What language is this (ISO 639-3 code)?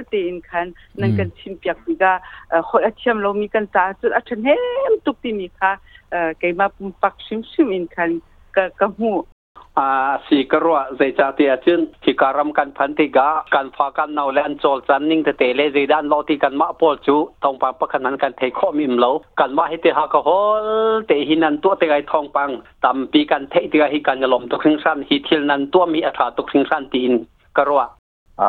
cnh